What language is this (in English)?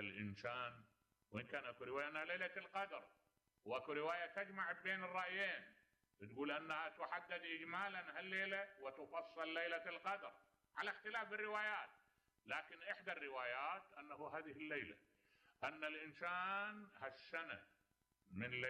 Mesopotamian Arabic